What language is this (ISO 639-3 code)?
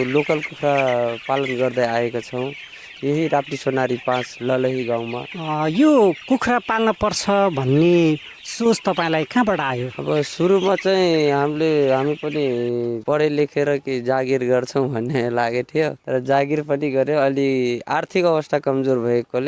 nep